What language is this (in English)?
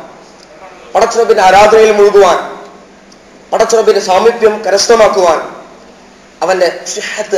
Malayalam